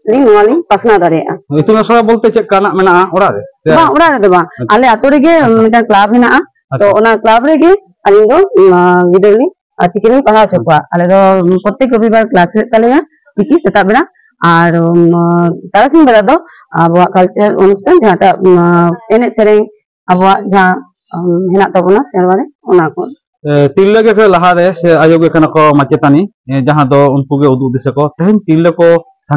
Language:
Santali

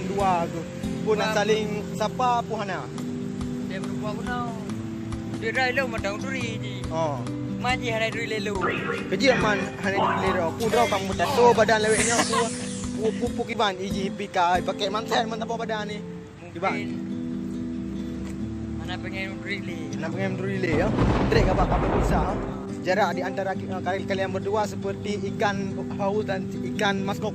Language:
Achinese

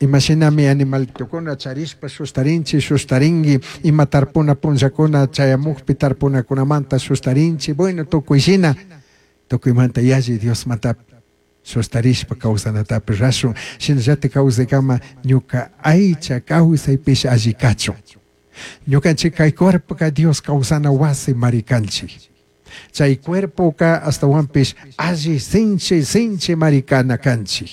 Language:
Chimborazo Highland Quichua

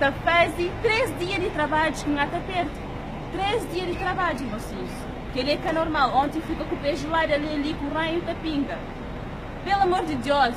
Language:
Kabuverdianu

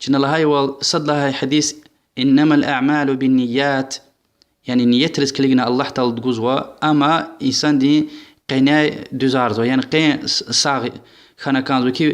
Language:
Lezghian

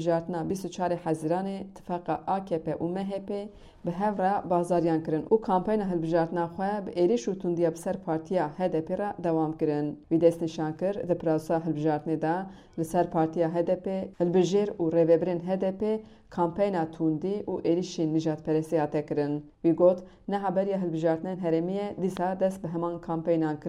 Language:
Kurdish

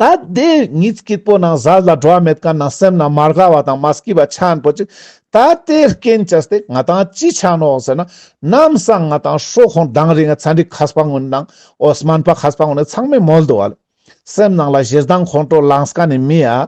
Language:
Ladakhi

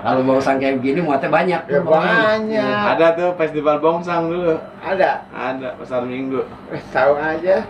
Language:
Betawi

